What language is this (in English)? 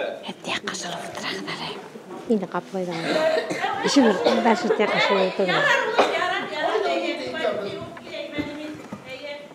Bashkir